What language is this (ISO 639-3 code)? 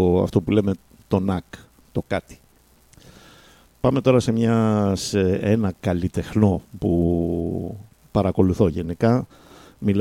ell